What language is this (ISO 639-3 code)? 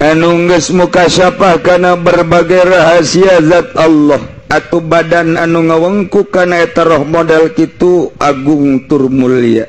sun